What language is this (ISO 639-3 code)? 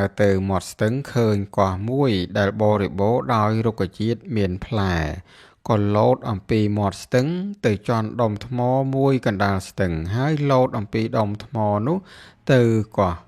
khm